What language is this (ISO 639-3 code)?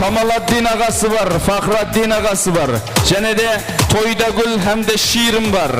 kaa